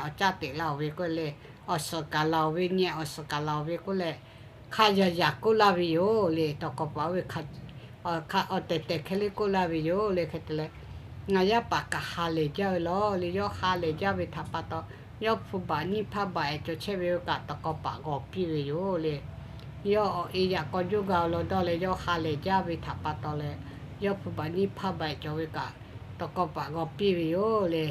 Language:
Lahu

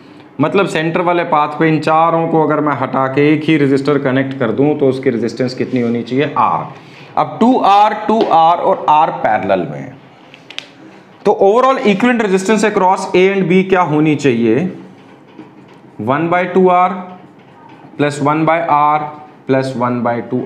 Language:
Hindi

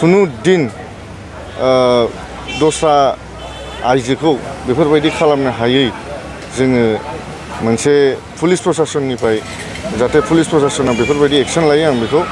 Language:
Bodo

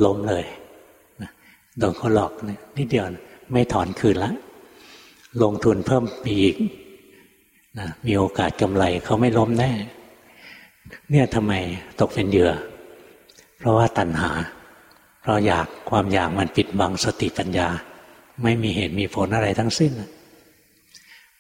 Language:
Thai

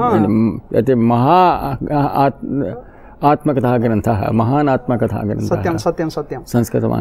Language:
Sanskrit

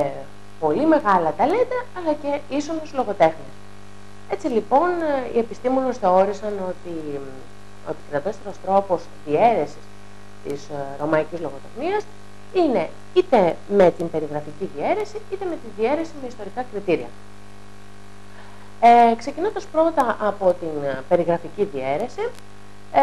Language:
Greek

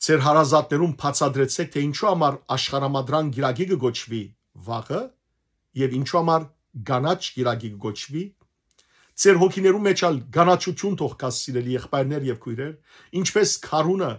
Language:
Western Armenian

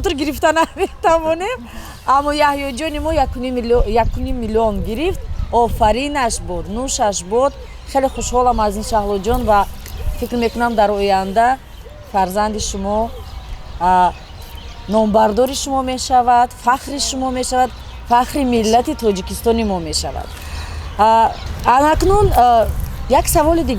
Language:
Tajik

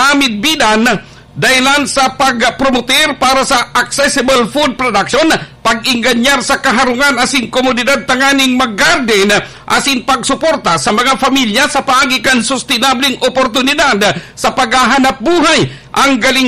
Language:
Bikol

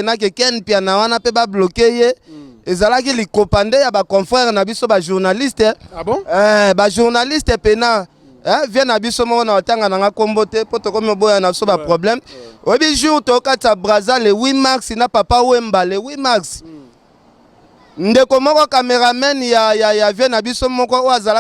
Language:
Lingala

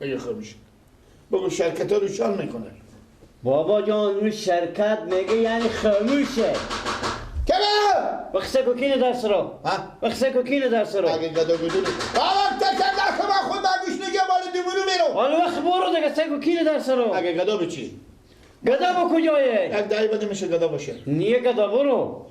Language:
Persian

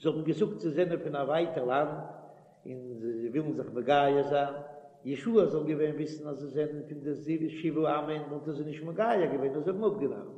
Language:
Yiddish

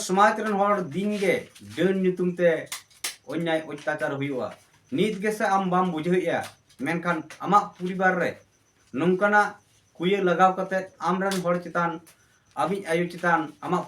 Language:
Santali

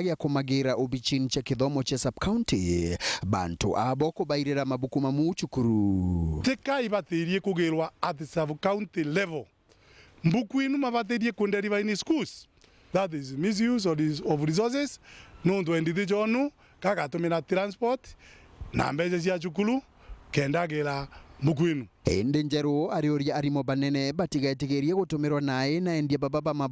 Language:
Meru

